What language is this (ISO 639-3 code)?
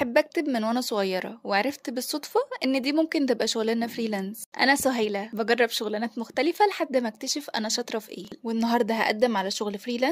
arz